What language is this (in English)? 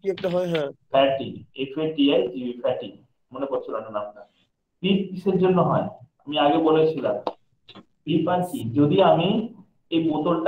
Bangla